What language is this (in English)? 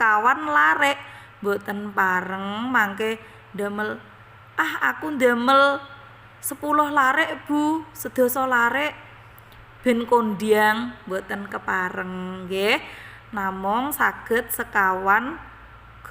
Javanese